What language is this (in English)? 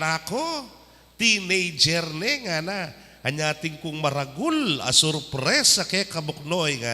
Pampanga